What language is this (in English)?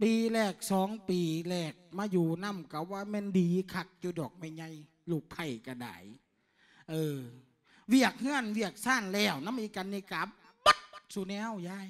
Lao